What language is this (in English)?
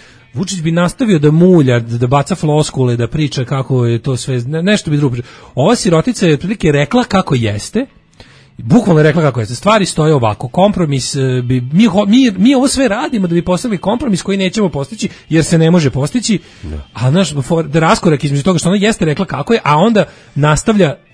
Serbian